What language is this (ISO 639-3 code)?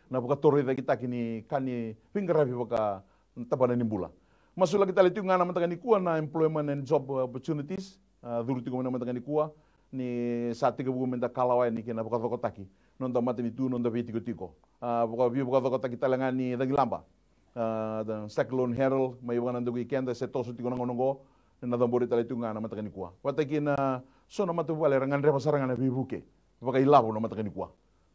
fij